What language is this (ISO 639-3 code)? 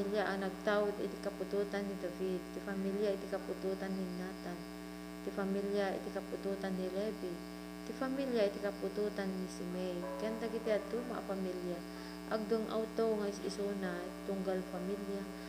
ilo